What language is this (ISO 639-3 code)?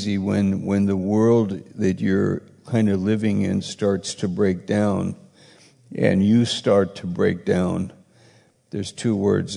eng